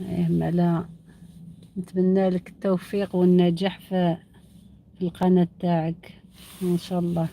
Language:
Algerian Arabic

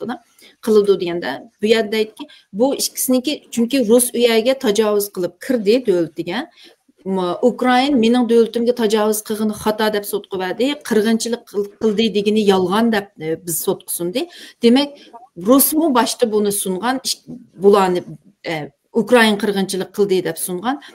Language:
Uyghur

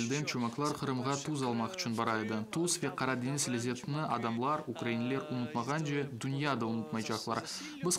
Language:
Crimean Tatar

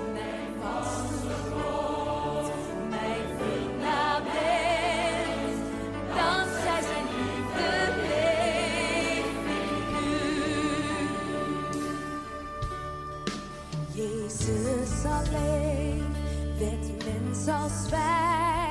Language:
Dutch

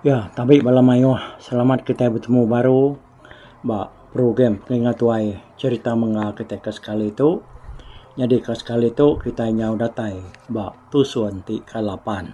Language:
Iban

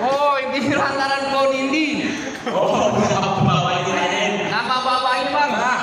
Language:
Betawi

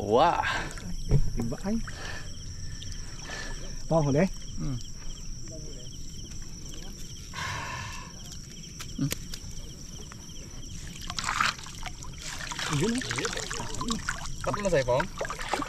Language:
Filipino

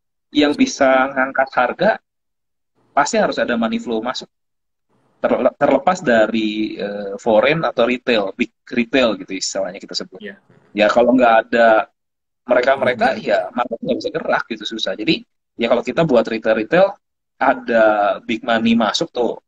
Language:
Indonesian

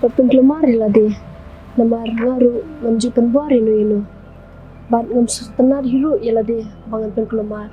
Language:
Khasi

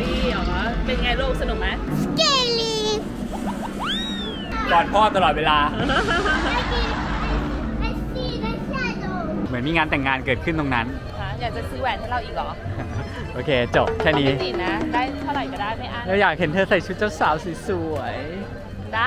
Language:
Thai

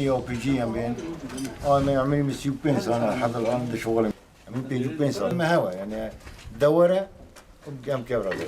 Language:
Kurdish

